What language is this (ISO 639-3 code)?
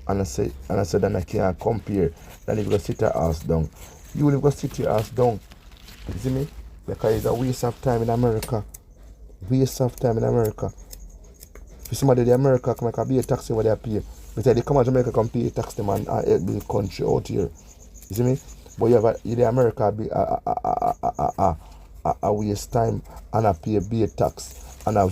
jam